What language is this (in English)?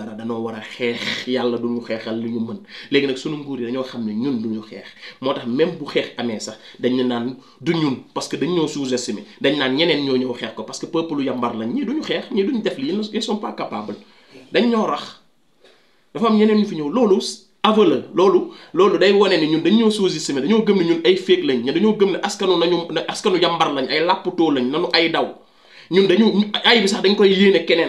Wolof